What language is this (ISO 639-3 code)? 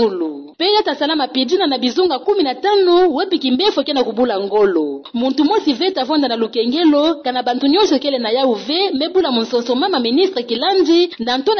ktu